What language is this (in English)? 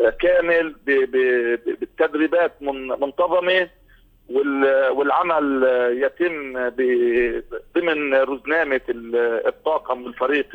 North Levantine Arabic